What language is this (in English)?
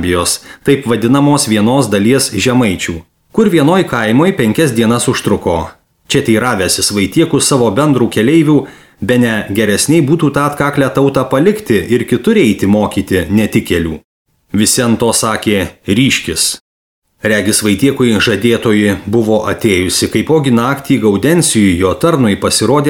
Lithuanian